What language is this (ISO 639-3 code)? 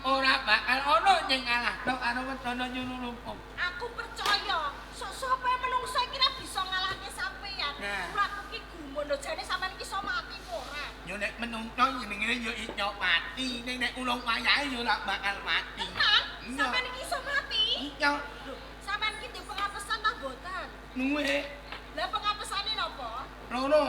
jav